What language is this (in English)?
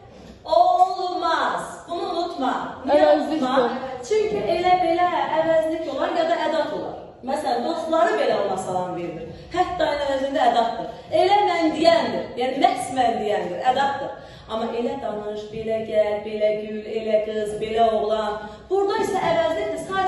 Azerbaijani